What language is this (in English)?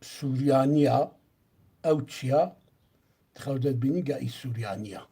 Kurdish